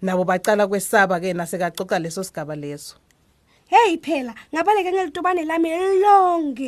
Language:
Swati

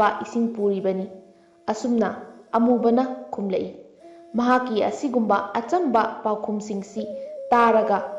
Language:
Manipuri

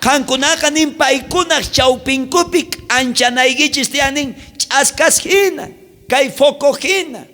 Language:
South Bolivian Quechua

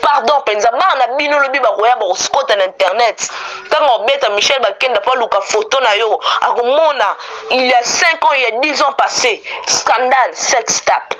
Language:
Lingala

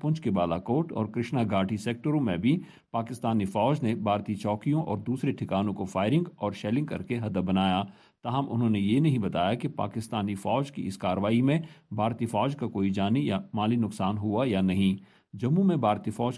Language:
Urdu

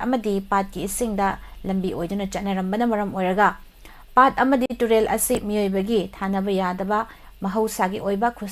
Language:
Manipuri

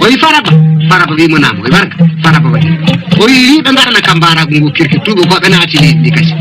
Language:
Fula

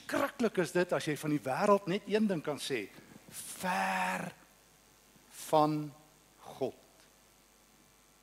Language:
Afrikaans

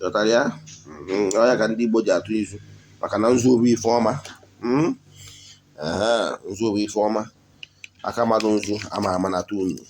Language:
Igbo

